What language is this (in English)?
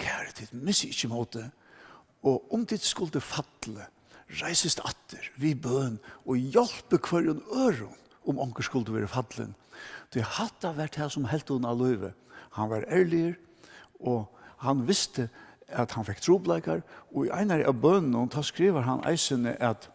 Faroese